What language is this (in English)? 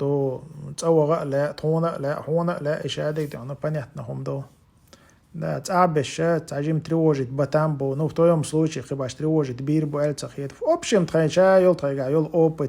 Chechen